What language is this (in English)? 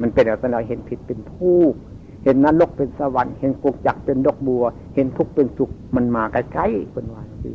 Northeastern Thai